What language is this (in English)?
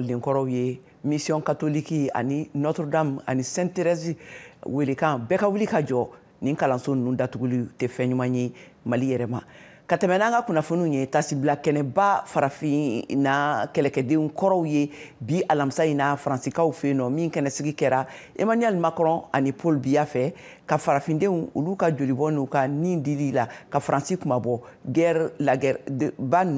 Bambara